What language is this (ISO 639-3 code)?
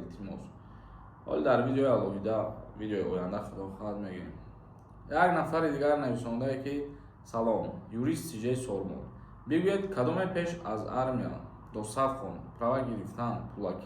tgk